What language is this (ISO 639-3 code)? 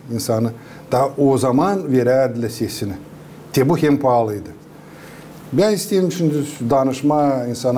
gag